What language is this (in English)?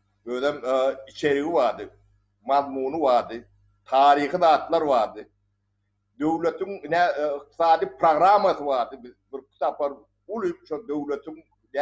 Turkmen